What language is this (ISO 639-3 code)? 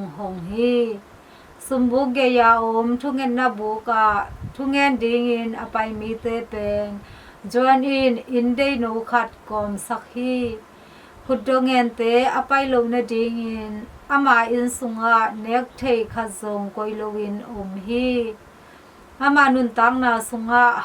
ctd